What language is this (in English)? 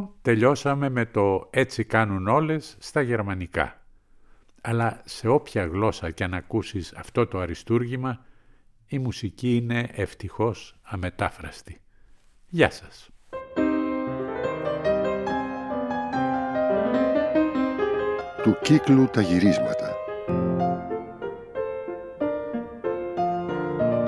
Greek